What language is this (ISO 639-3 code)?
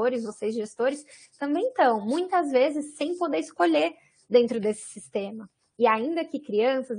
por